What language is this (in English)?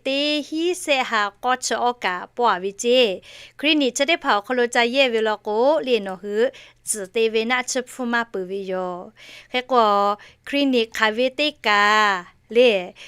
Lahu